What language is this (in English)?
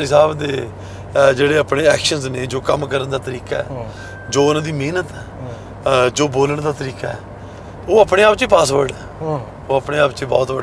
Punjabi